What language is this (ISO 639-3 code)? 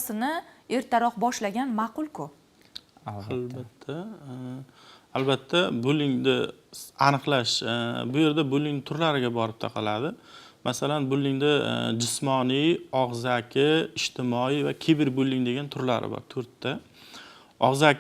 uzb